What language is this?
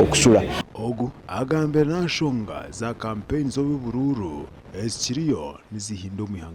Nyankole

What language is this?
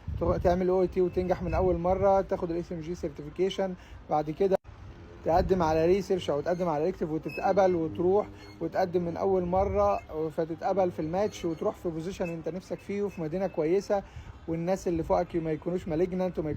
Egyptian Arabic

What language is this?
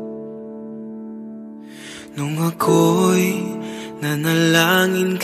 Filipino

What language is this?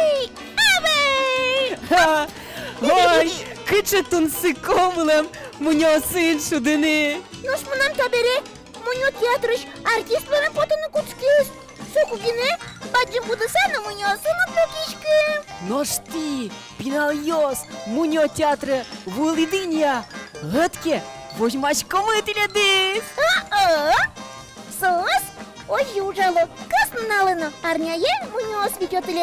Udmurt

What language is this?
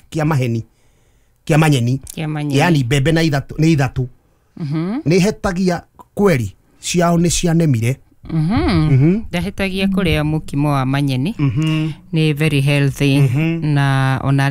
Kikuyu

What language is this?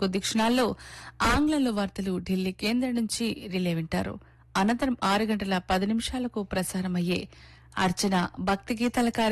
Telugu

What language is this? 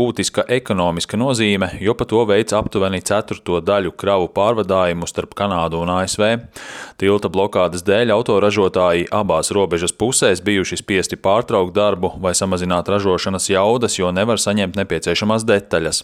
Latvian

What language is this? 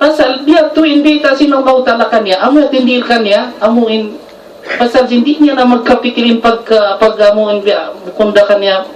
Tausug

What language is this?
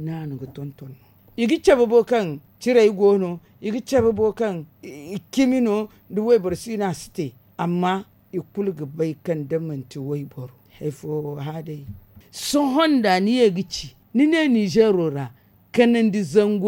Zarma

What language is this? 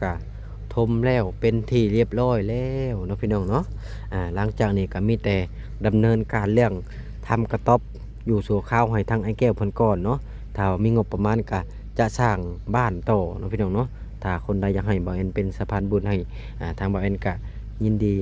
Lao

